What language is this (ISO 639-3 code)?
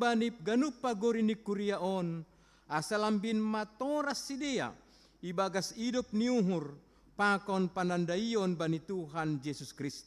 bts